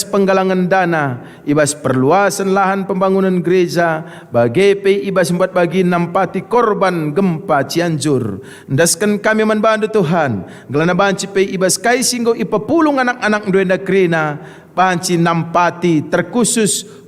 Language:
Batak Karo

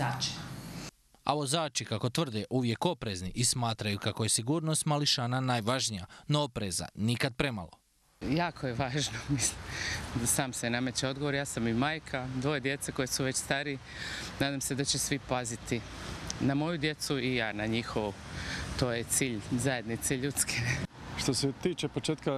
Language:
Croatian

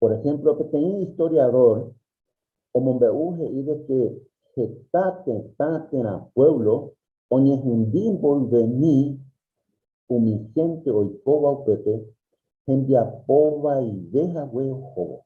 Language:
Guarani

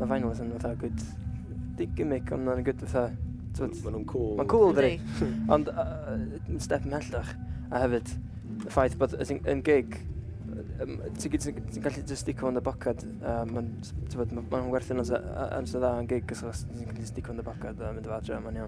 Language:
Welsh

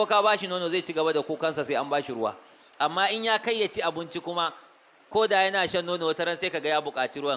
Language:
Hausa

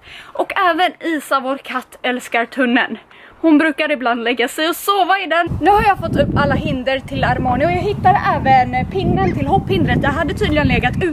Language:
Swedish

